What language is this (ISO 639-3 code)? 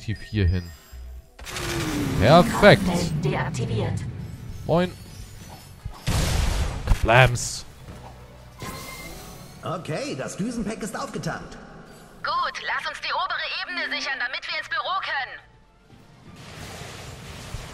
deu